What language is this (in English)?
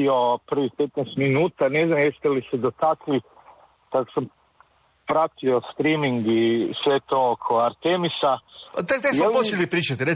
Croatian